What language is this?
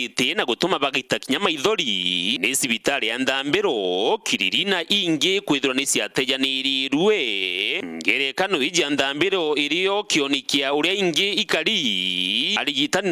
Meru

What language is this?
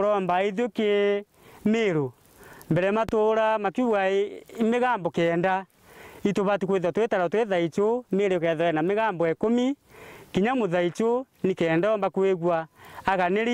Meru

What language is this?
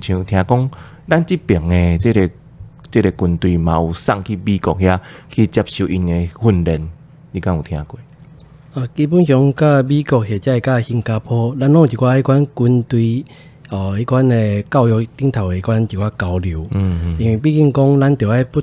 Min Nan Chinese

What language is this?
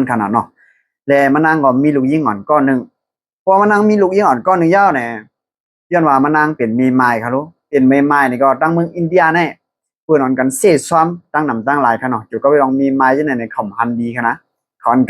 Shan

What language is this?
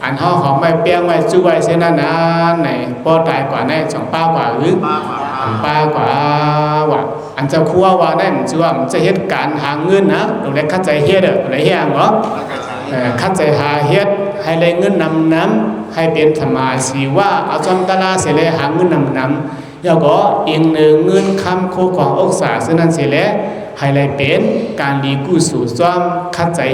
Shan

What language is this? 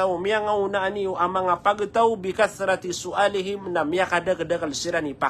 Maranao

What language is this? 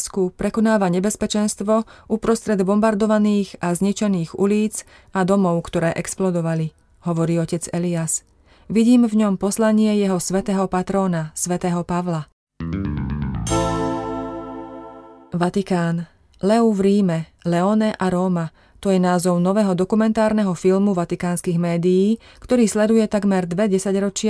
Slovak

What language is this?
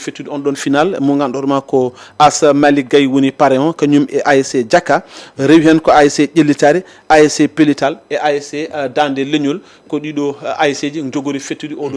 Fula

